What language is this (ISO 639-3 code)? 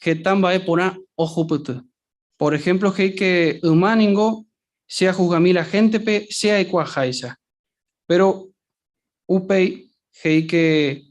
grn